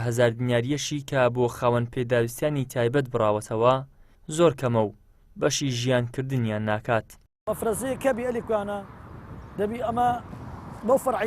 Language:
Central Kurdish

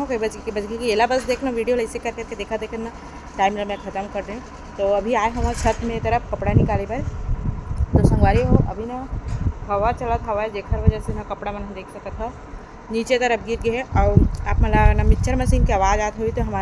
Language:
Chhattisgarhi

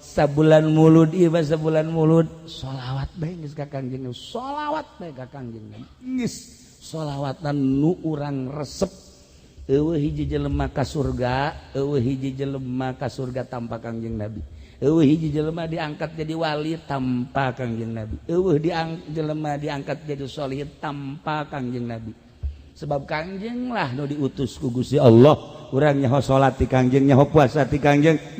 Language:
Sundanese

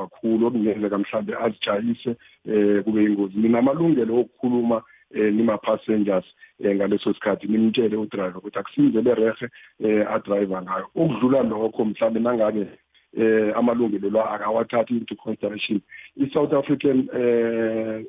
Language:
South Ndebele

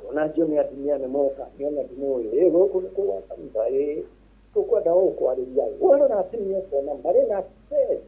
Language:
Kikuyu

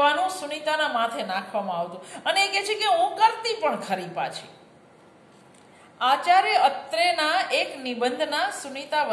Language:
Gujarati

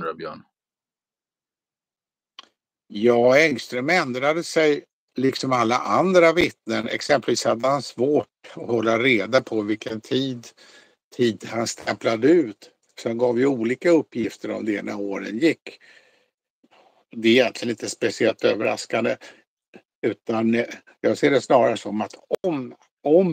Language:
Swedish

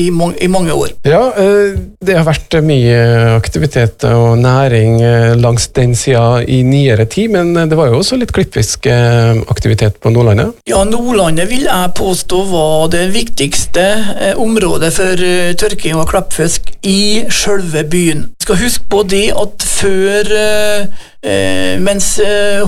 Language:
Norwegian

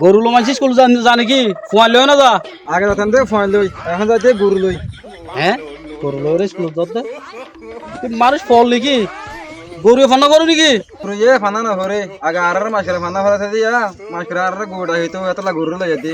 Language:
Rohingya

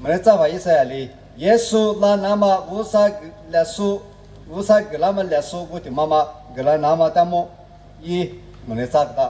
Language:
Lisu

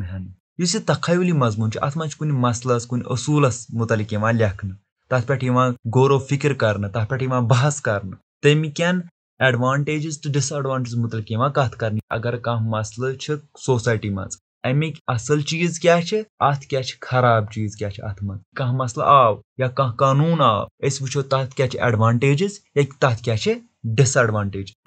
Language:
Kashmiri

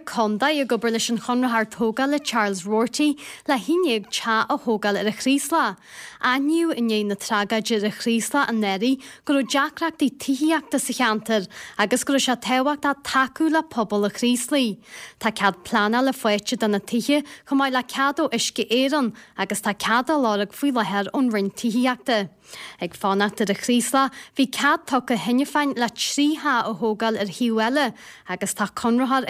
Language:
Irish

